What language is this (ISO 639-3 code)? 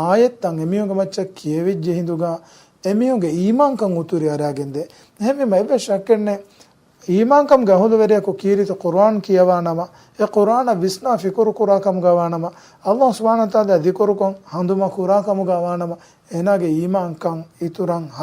div